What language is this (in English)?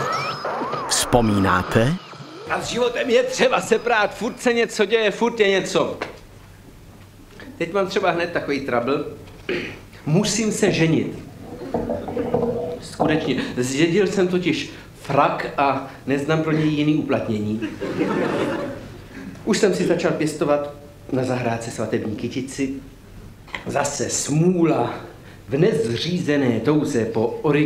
Czech